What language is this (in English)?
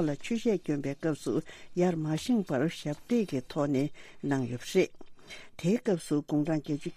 Tibetan